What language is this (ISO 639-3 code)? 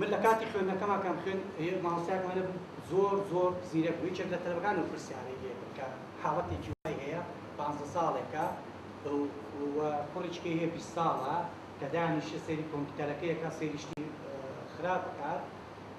ckb